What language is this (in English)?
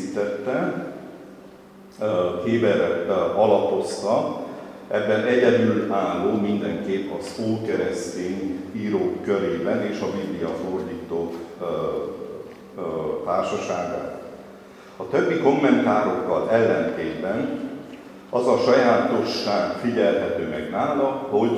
Hungarian